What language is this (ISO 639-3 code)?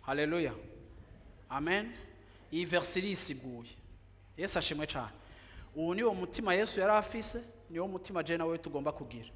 run